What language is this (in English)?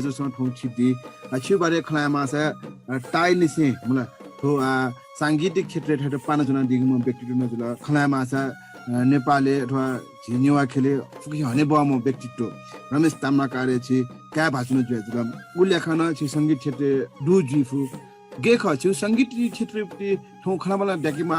Newari